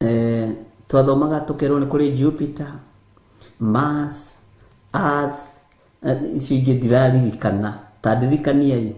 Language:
Kikuyu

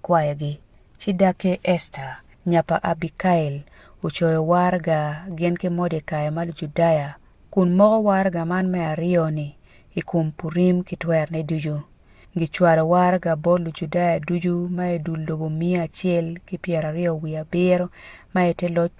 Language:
Acoli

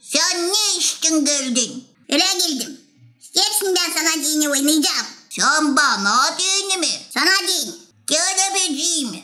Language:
Gagauz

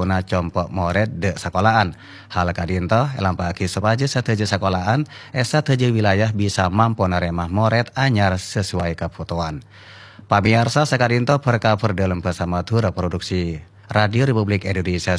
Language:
Madurese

